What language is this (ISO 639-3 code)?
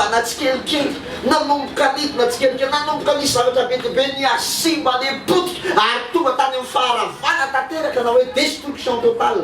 mlg